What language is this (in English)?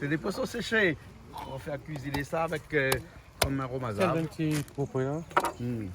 Réunion Creole French